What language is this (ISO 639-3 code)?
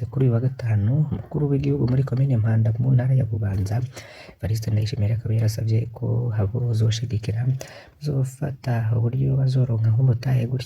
run